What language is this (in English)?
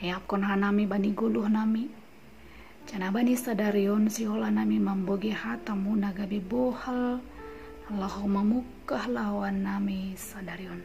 Batak Simalungun